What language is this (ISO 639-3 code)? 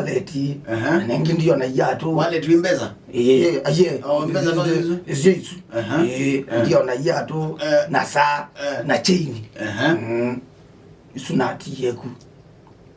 kam